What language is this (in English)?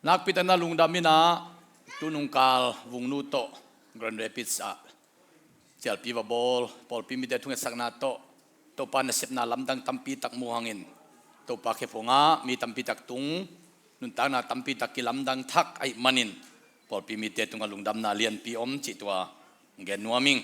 Tedim Chin